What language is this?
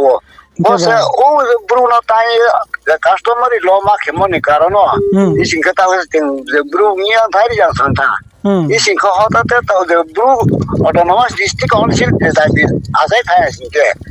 Riang (India)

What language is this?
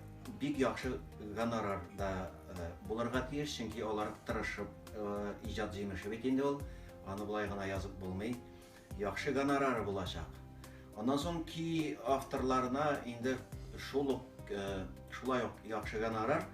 Tatar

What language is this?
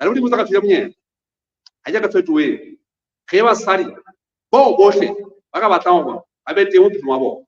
Southern Sotho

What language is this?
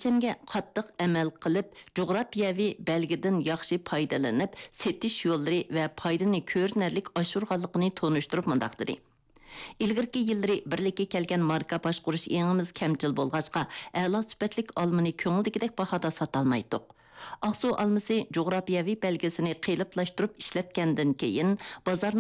Uyghur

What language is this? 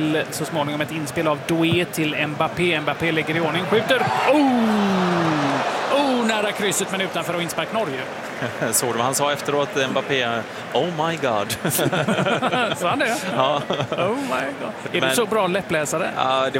Swedish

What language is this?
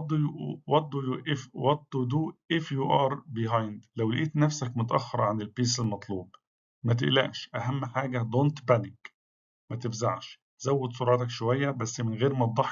Egyptian Arabic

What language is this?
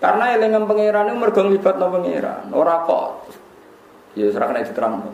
Javanese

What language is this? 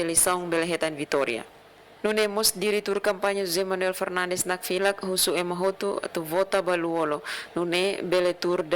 Tetum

